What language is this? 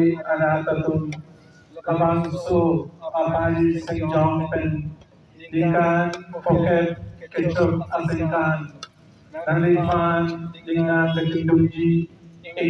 Karbi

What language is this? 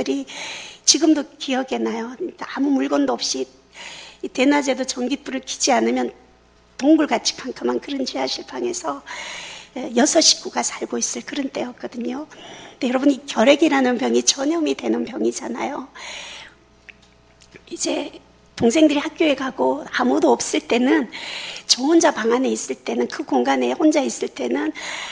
Korean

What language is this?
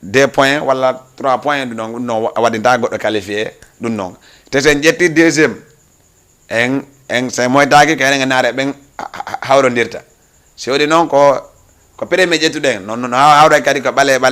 Fula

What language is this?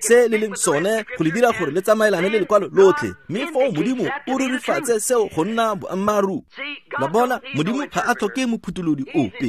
Tswana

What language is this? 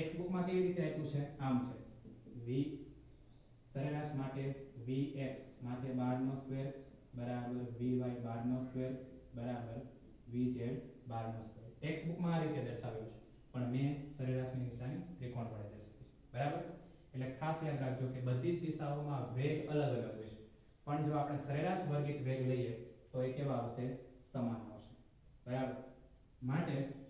Gujarati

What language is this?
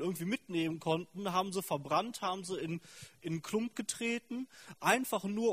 German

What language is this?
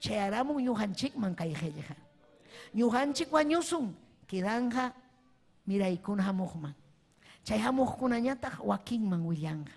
Ayacucho Quechua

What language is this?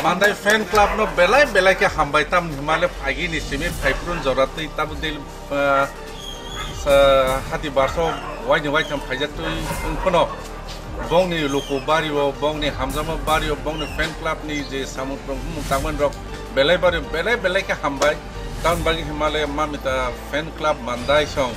Kok Borok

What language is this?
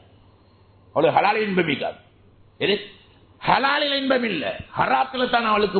Tamil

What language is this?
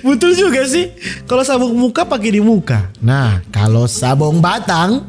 Manado Malay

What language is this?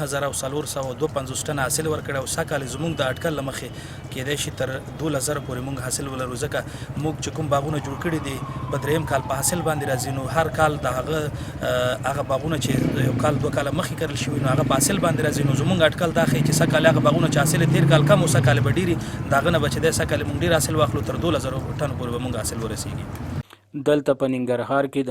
Pashto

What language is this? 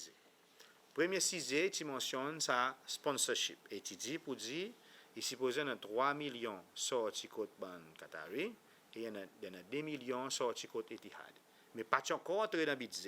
Seselwa Creole French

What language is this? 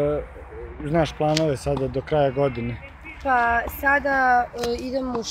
Serbian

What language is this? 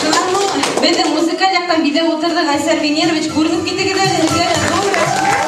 Bashkir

